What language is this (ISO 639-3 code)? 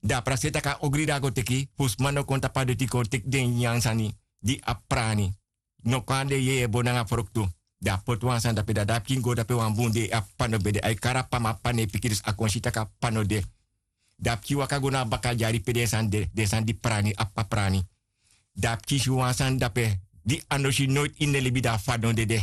srn